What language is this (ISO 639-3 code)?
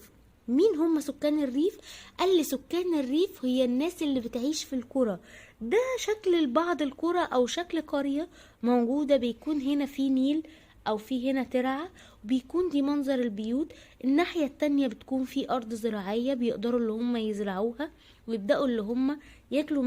arz